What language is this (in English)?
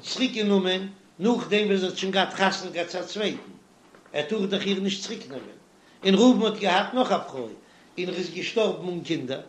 Yiddish